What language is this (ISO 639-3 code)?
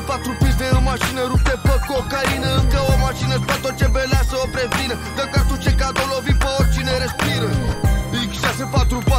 ron